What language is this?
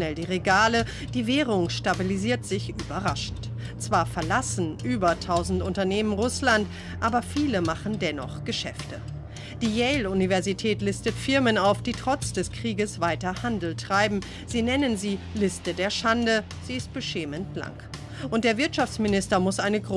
German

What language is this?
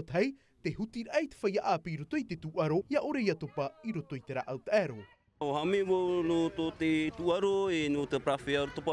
Tahitian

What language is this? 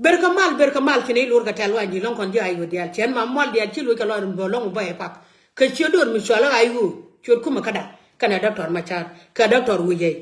Nuer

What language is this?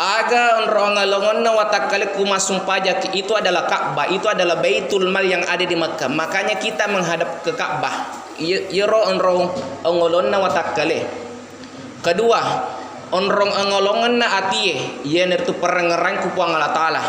Buginese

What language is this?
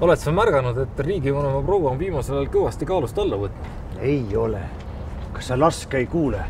Estonian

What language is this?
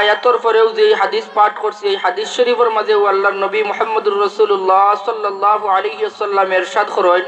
Sylheti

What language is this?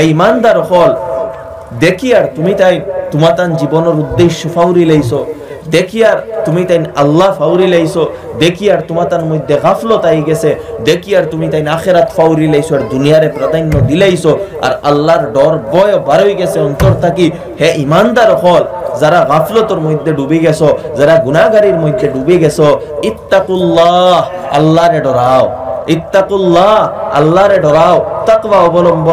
Sylheti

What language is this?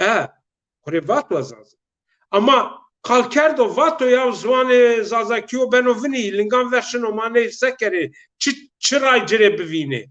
Zaza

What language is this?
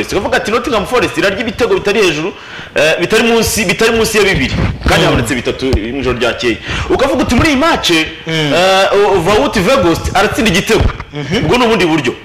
Kinyarwanda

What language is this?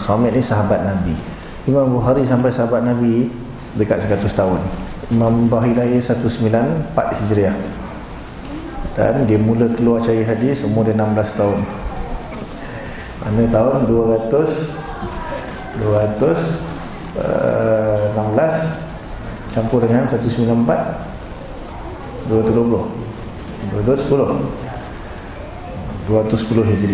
Malay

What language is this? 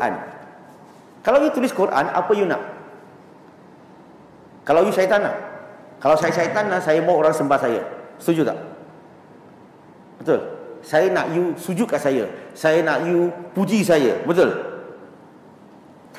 Malay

